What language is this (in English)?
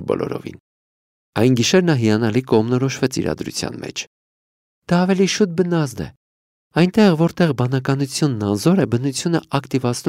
Armenian